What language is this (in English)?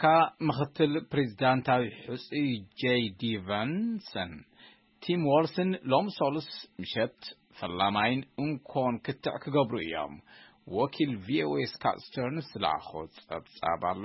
Tigrinya